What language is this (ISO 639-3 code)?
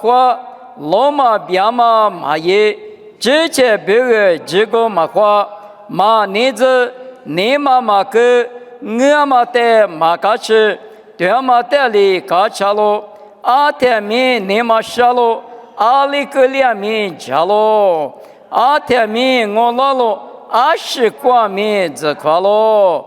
lis